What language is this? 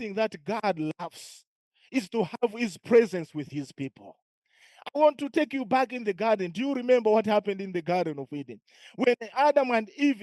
English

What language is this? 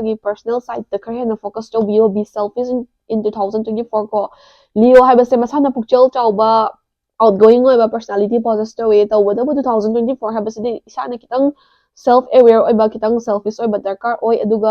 Manipuri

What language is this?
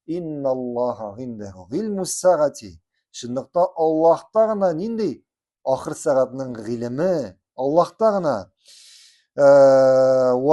Tatar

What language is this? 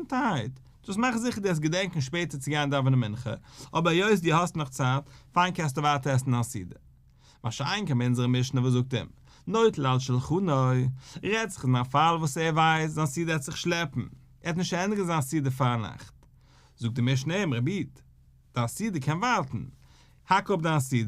Yiddish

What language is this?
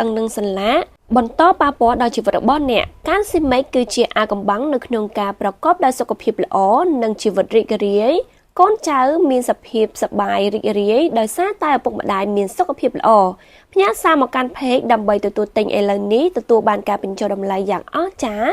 Khmer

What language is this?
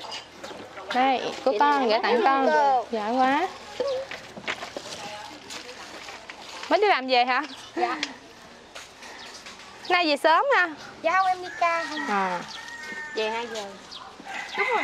Vietnamese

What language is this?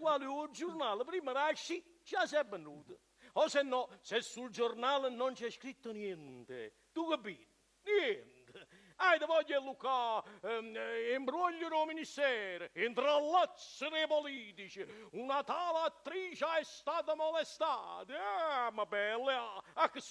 Neapolitan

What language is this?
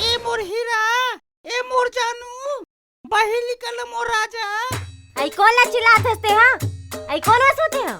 Chhattisgarhi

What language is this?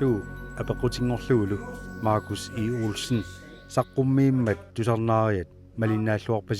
Kalaallisut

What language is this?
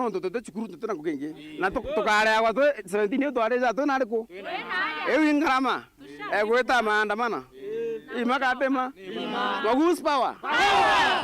Meru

